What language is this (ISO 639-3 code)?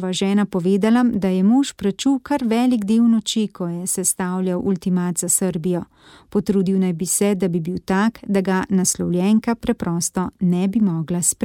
slv